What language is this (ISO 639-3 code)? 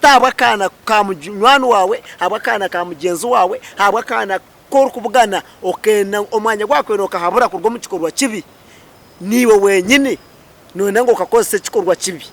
nyn